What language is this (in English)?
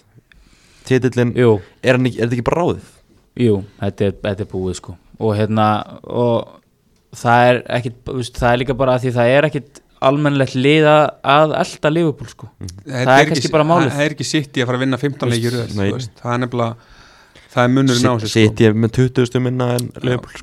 Icelandic